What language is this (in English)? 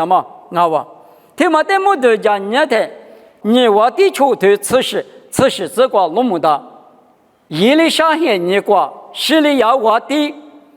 Lisu